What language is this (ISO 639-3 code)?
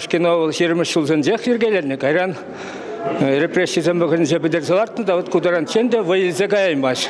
chv